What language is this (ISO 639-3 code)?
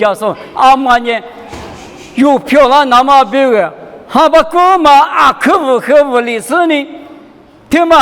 lis